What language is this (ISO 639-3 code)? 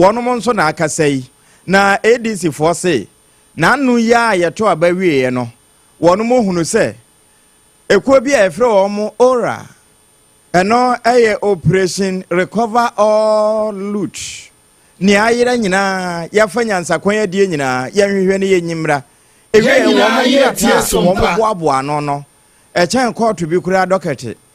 aka